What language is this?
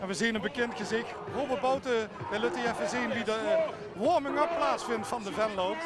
Limburgish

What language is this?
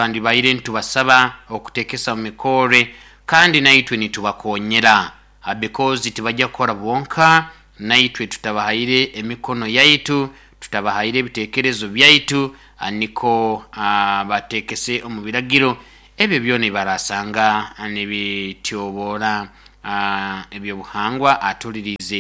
Nyoro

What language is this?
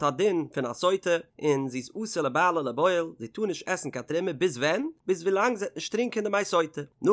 Yiddish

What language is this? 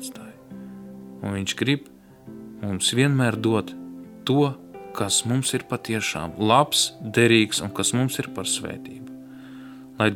Latvian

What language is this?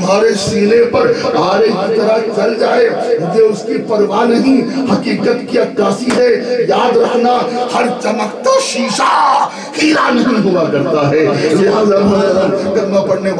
Urdu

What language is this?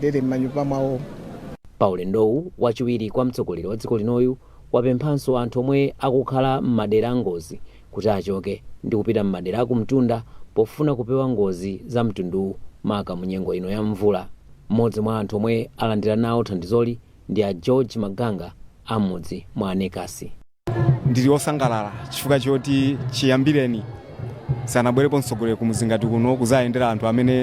Nyanja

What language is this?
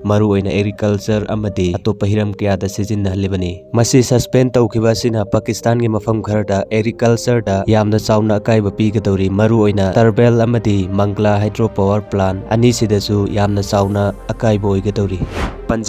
Manipuri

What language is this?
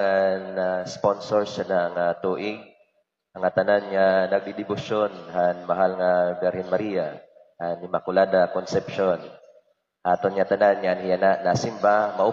Waray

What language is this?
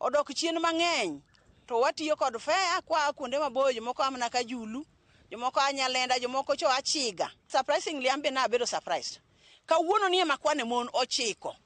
Luo (Kenya and Tanzania)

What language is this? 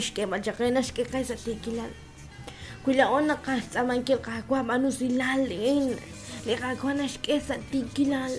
Kekchí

